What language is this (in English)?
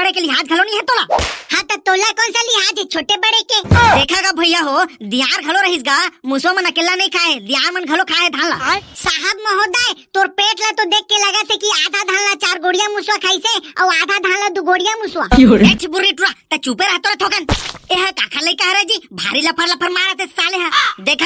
Chhattisgarhi